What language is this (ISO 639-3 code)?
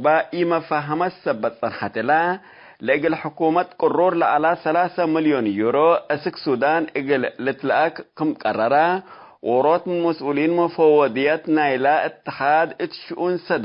tig